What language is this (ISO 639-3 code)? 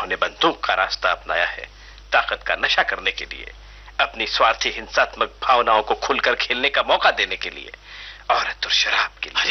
hin